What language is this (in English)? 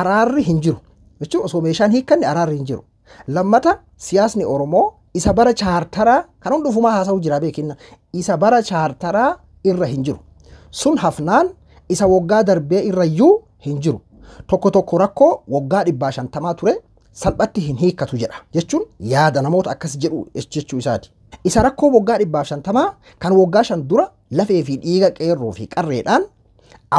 Oromo